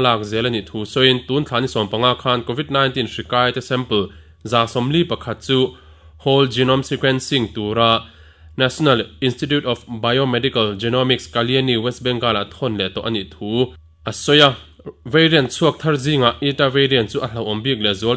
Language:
Mizo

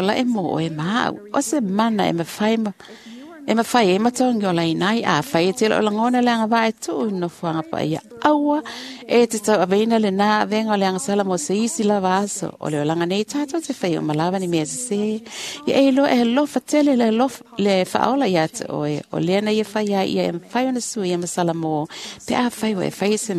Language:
Samoan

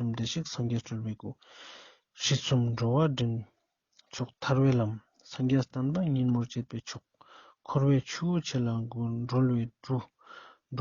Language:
Ladakhi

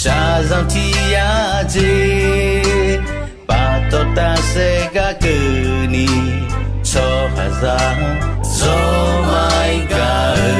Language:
Akha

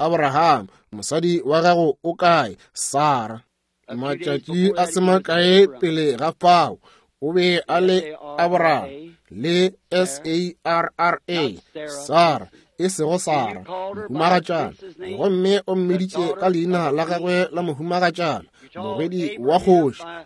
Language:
Northern Sotho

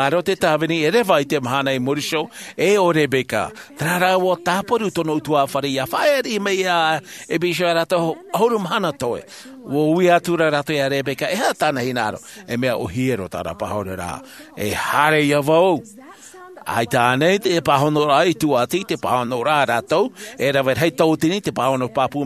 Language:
Tahitian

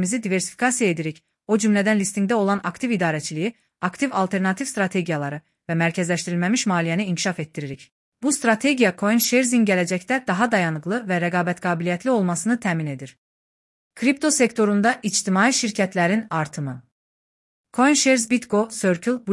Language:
Azerbaijani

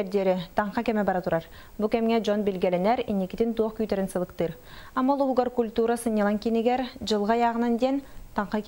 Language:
Yakut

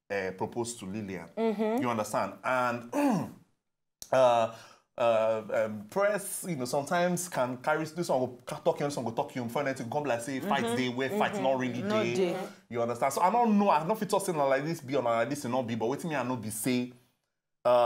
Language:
Nigerian Pidgin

